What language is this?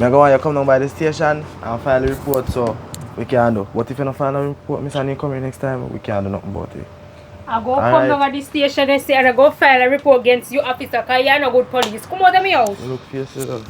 Jamaican Creole English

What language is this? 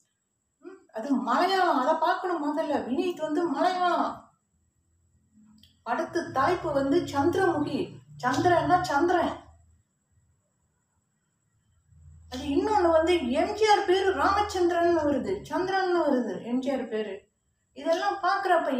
Tamil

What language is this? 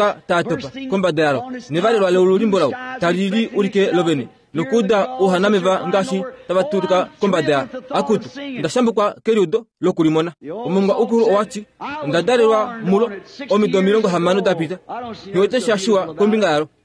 Kuanyama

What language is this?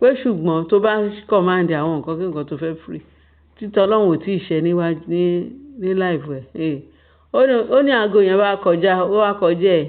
Yoruba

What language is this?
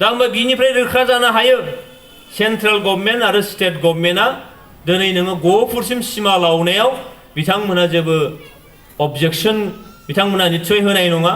Bodo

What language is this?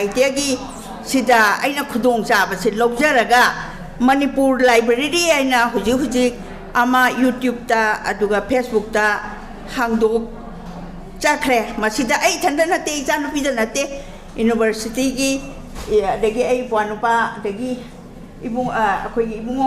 Manipuri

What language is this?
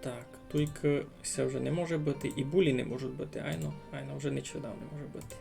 Rusyn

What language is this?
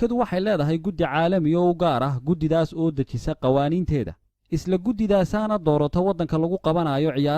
Somali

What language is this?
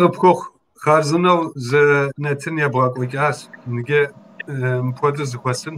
Kabardian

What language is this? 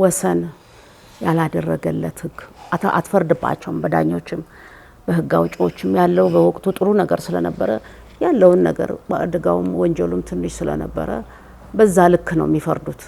Amharic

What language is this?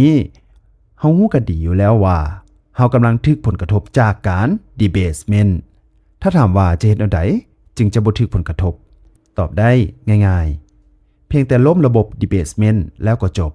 Lao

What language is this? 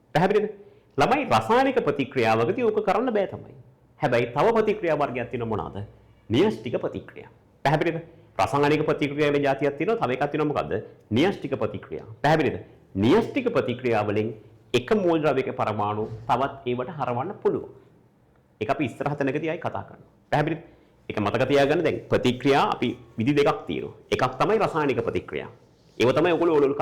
Sinhala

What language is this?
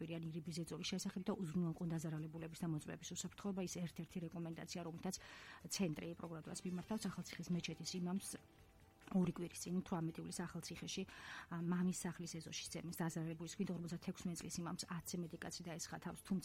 Georgian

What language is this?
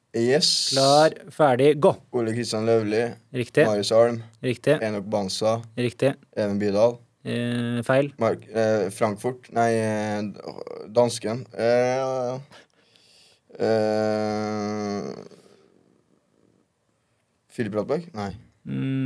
Norwegian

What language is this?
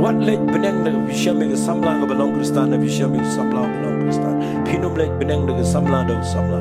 Khasi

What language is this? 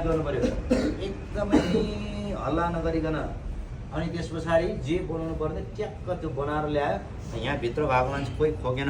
Nepali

